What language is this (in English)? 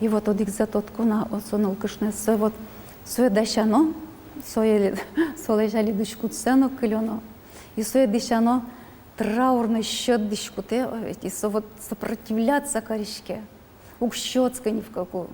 Udmurt